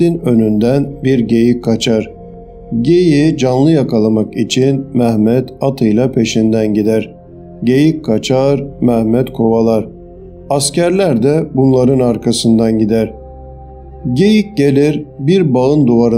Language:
Turkish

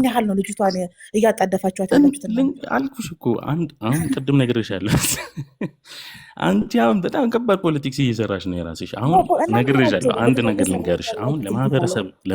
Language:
Amharic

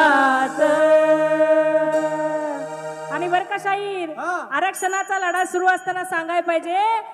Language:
Marathi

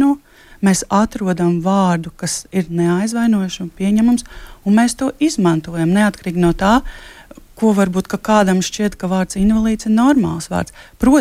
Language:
Latvian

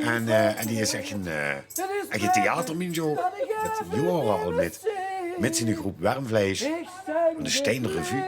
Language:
Limburgish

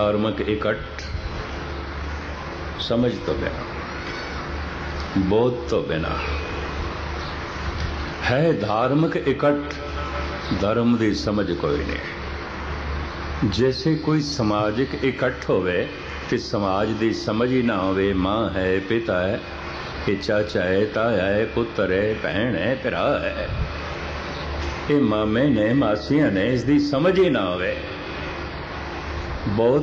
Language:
Punjabi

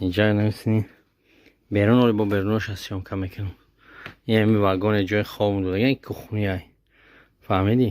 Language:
Tajik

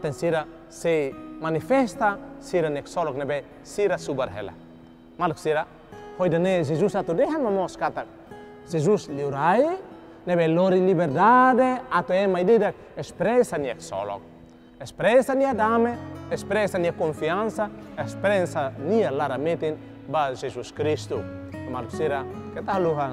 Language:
Tetum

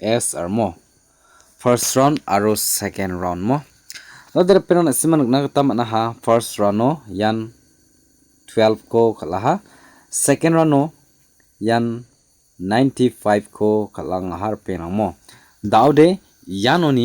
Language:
Garo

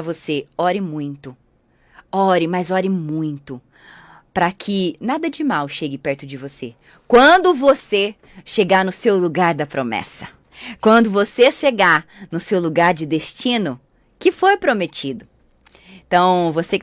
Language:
Portuguese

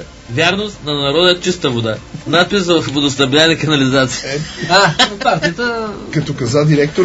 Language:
Bulgarian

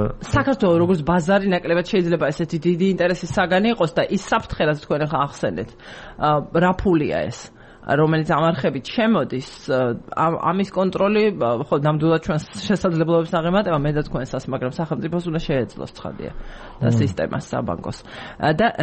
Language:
Georgian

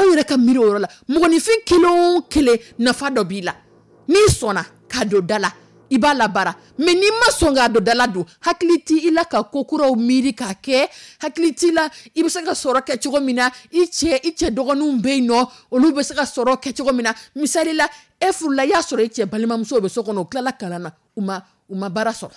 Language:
Dyula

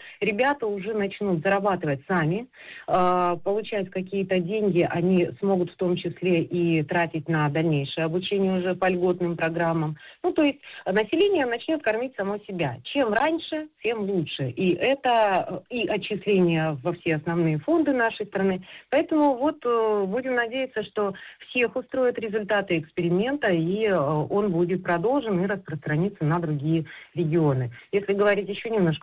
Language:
Russian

